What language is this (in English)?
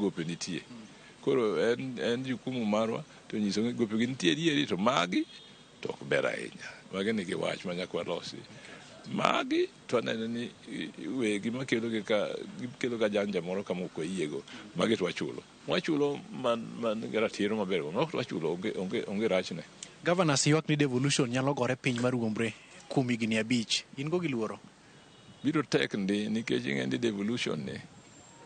Luo (Kenya and Tanzania)